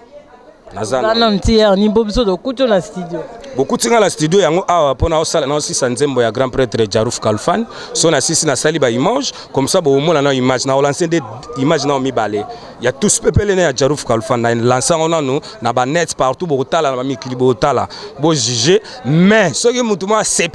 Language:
Lingala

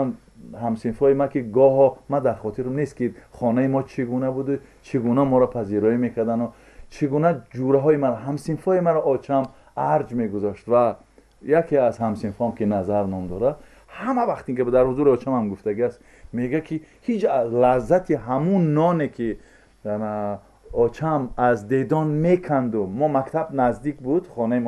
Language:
Tajik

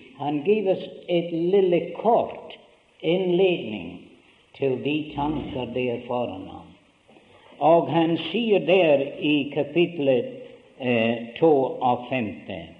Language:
Norwegian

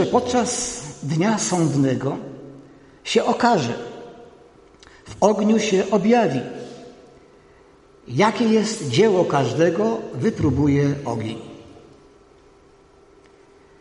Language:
Polish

